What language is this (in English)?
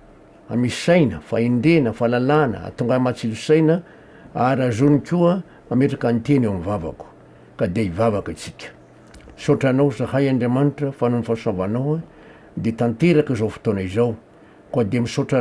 Malagasy